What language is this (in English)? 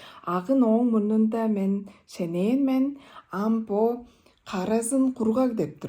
Tuvinian